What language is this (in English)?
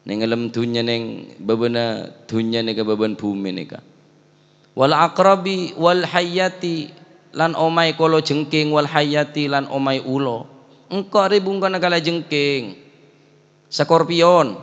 Madurese